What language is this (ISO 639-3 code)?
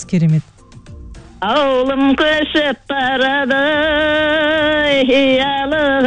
kaz